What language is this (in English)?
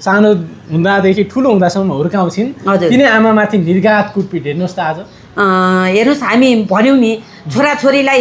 Nepali